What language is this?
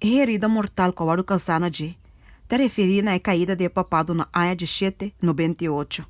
Papiamento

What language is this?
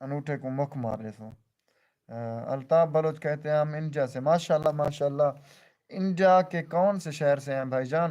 Saraiki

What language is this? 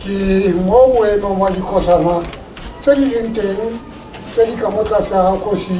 Tswana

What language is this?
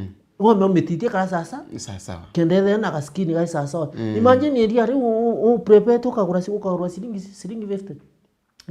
Meru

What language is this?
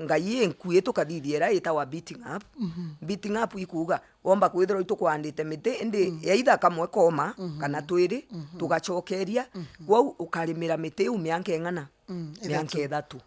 Meru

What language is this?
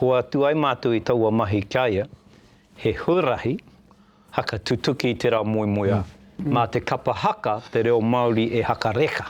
Māori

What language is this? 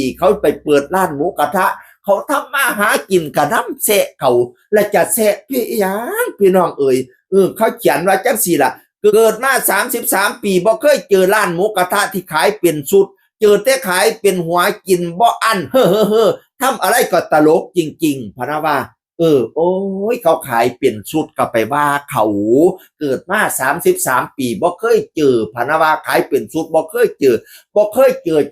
Northeastern Thai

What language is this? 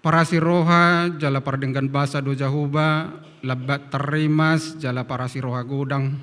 Batak Toba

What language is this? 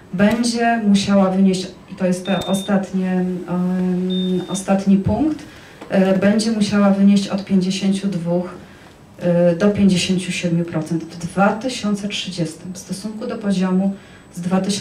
Polish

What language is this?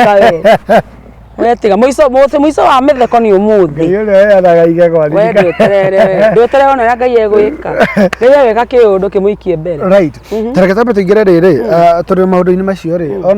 Kikuyu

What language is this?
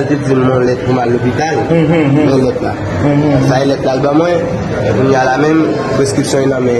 Haitian Creole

